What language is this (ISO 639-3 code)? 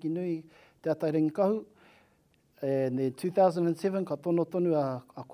mri